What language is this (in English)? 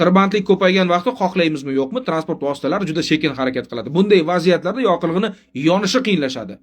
Uzbek